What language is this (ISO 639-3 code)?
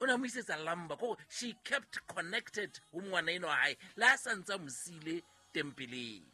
sot